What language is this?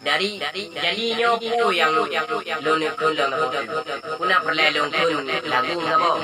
Achinese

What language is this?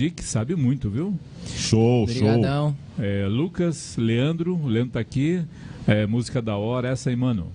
Portuguese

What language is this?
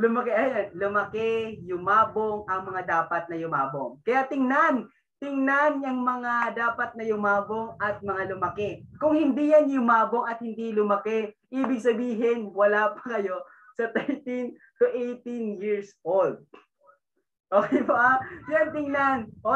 Filipino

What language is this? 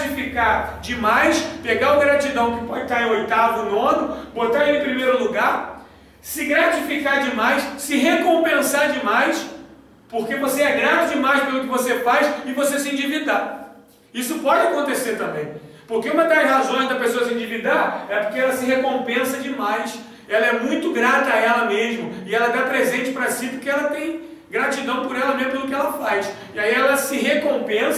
Portuguese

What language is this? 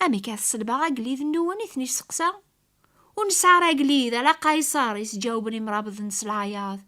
Kabyle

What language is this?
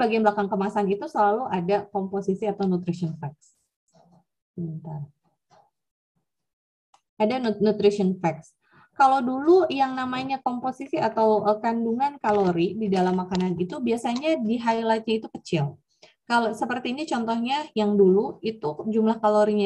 Indonesian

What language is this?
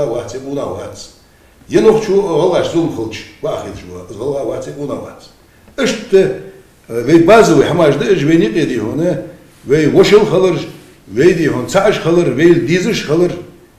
Ingush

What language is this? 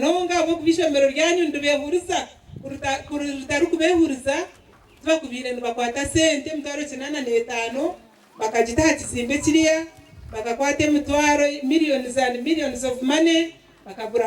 Nyankole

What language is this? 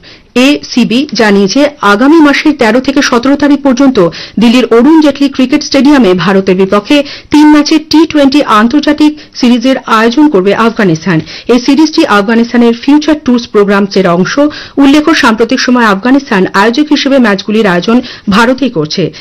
Bangla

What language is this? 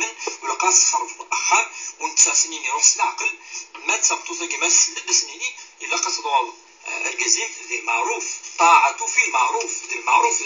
Kabyle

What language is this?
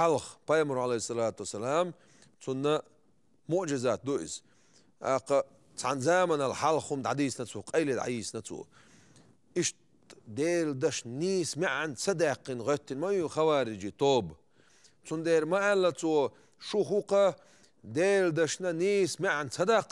Chechen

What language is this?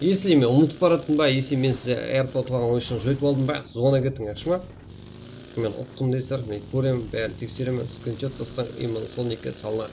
Kara-Kalpak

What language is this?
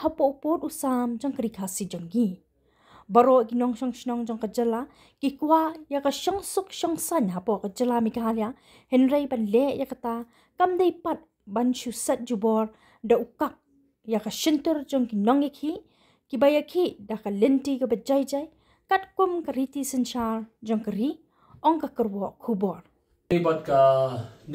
Khasi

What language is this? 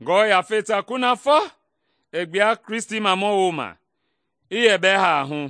Mende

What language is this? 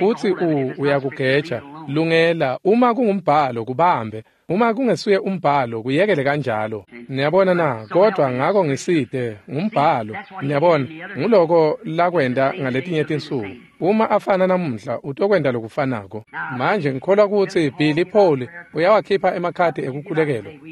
Swati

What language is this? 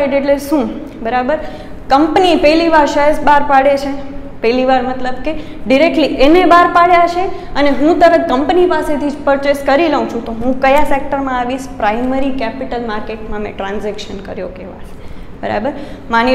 Gujarati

